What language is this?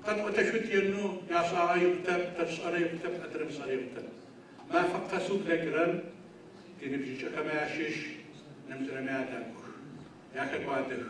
Adyghe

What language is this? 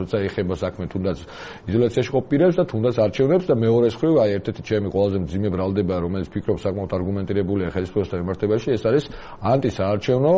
Georgian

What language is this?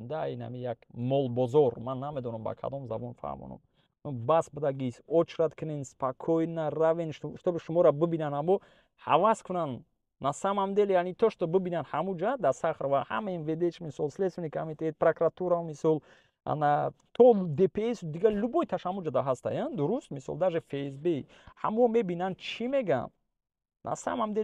Tajik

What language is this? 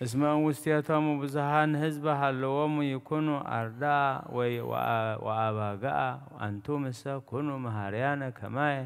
Geez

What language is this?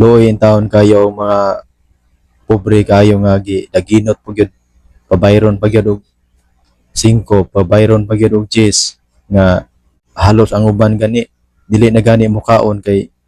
Cebuano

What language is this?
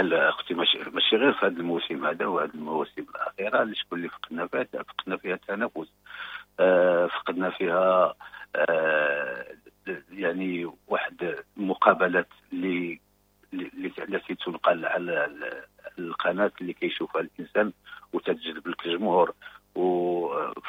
Moroccan Arabic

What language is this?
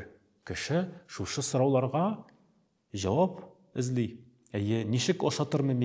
Tatar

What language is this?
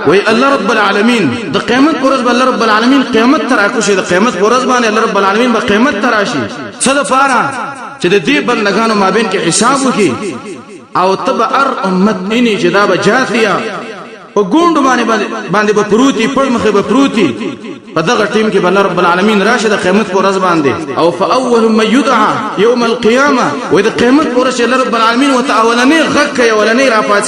Pashto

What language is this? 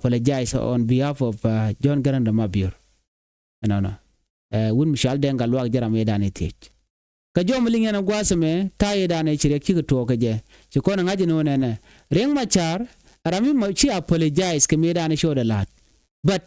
Nuer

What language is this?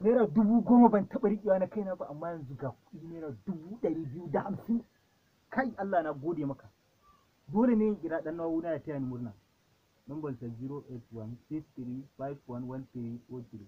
Hausa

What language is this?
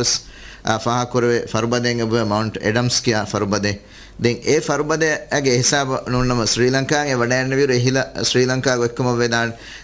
Divehi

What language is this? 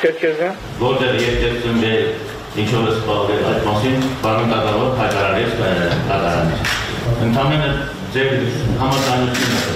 Armenian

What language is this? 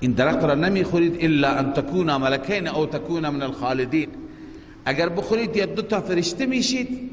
Persian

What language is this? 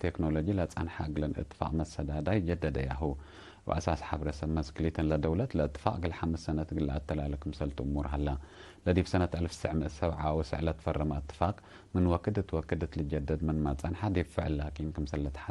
Tigre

